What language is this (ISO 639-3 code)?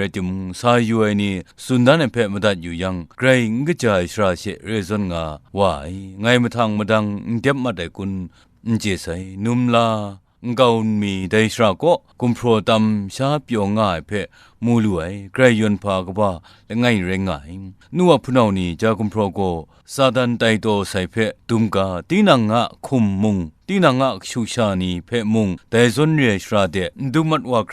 kac